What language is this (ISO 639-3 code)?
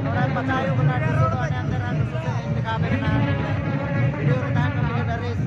sat